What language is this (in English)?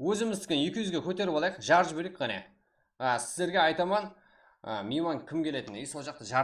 Kara-Kalpak